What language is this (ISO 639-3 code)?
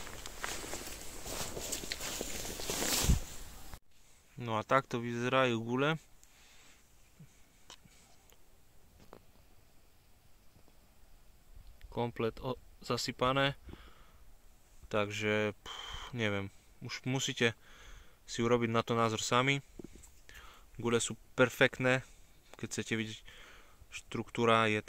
slk